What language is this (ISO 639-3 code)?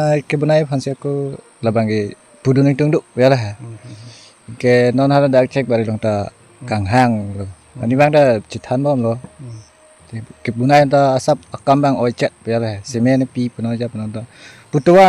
mjw